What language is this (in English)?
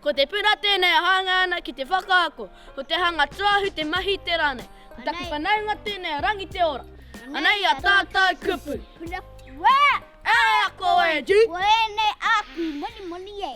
Māori